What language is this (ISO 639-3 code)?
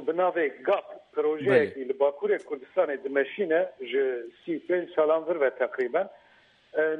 kur